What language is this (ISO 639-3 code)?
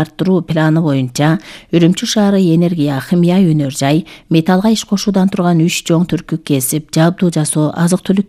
kir